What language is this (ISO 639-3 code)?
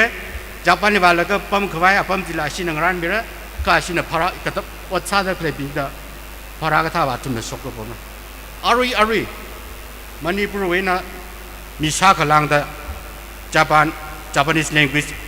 nmf